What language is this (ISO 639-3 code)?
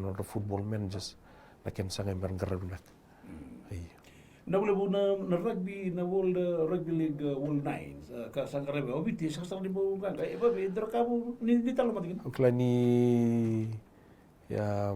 fij